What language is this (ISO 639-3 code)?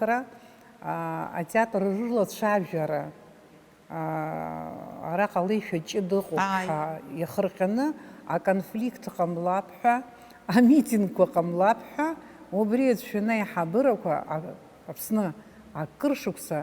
abk